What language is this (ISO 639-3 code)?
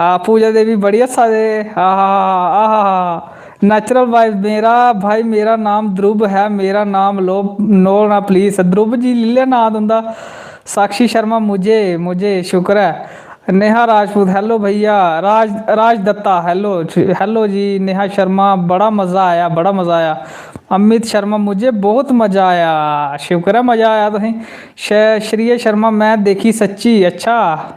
doi